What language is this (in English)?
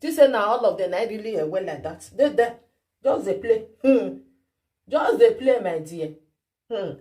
Nigerian Pidgin